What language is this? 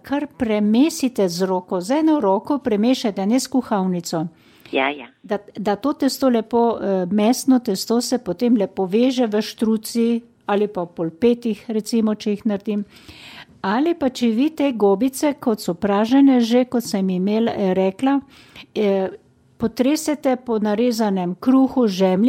Slovenian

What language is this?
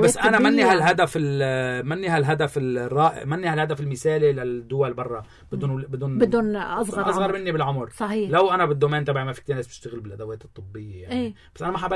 North Levantine Arabic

